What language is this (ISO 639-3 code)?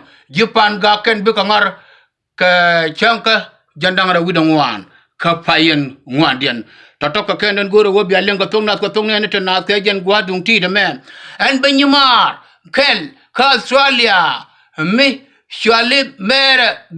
nus